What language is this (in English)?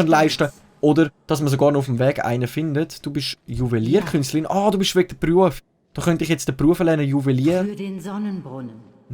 Swiss German